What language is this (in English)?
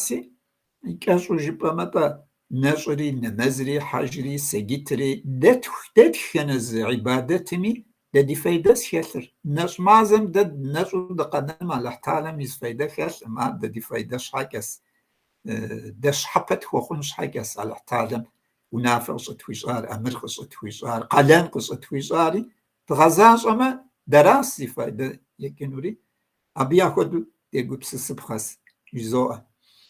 Kabardian